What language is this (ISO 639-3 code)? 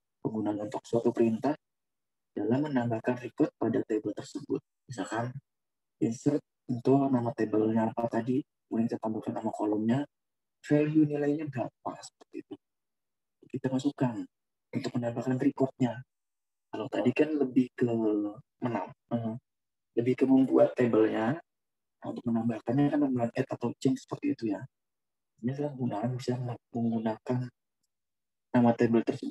ind